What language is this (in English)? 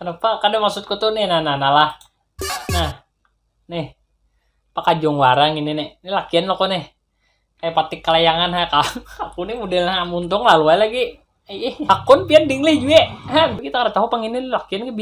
Banjar